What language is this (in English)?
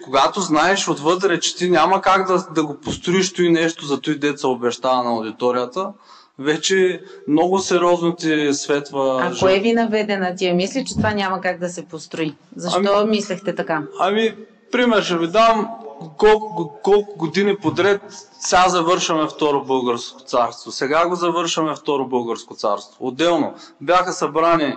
Bulgarian